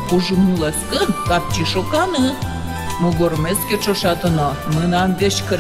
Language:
Udmurt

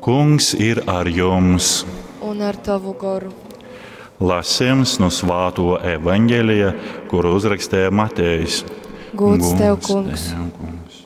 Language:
Latgalian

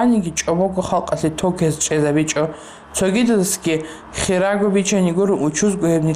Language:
Avaric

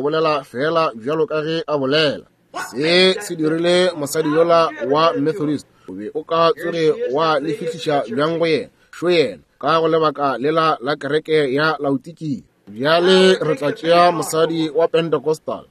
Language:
Northern Sotho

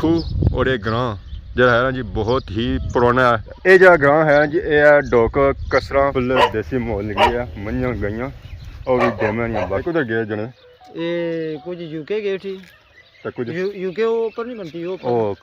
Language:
Pahari-Potwari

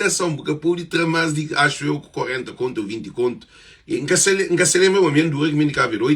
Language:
Kabuverdianu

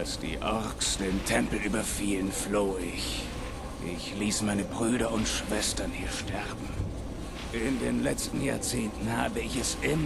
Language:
Bavarian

